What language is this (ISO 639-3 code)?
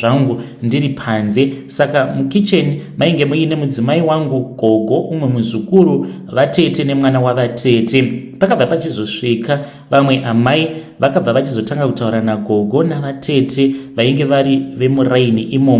sna